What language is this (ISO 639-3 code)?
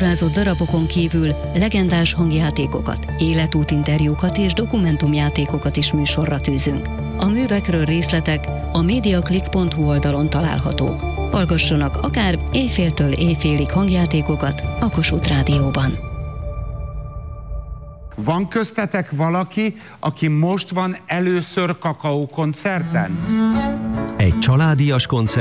hun